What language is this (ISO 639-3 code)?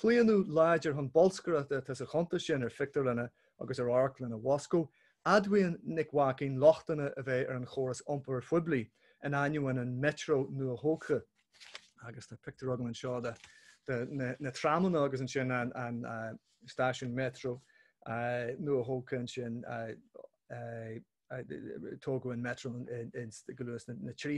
gle